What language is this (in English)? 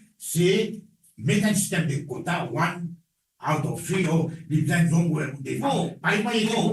Morisyen